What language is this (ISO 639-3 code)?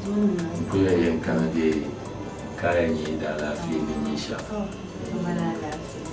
dag